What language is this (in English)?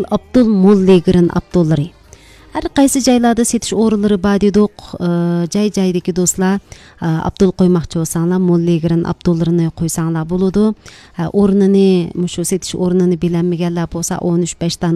Uyghur